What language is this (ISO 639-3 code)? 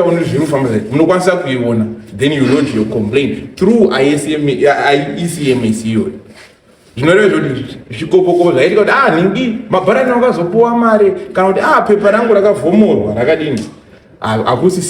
sna